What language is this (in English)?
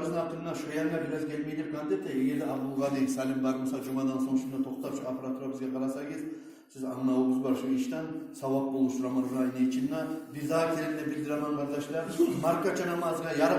Kumyk